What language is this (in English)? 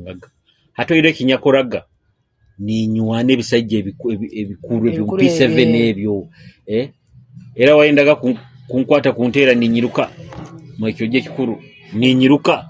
Nyoro